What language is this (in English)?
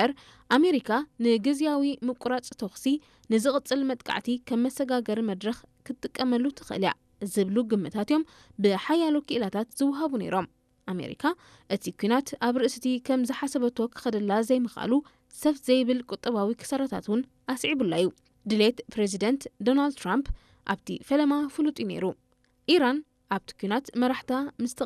Tigrinya